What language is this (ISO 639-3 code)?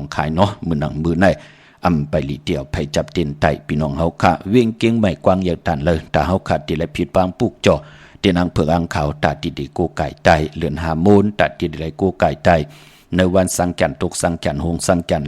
shn